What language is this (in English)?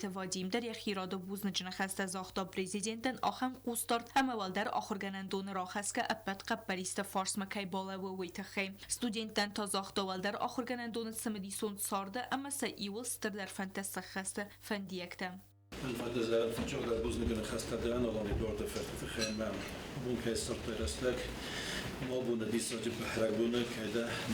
Ossetic